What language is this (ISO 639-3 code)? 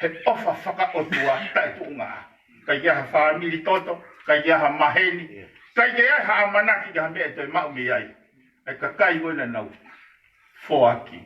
ton